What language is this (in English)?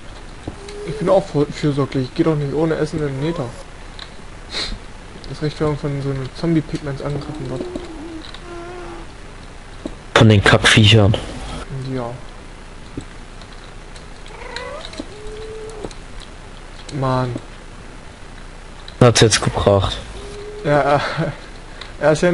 German